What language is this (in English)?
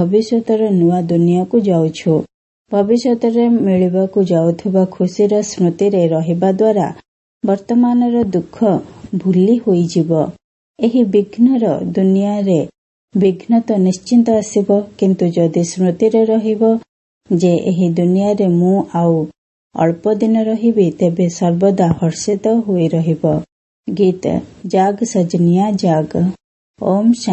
Odia